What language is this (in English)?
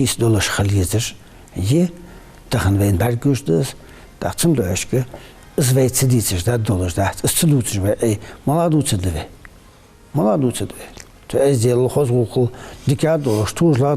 Ingush